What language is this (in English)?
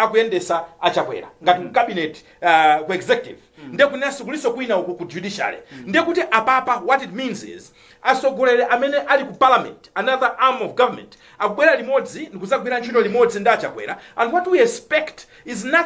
Nyanja